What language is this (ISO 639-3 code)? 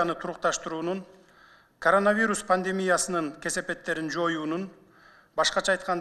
kir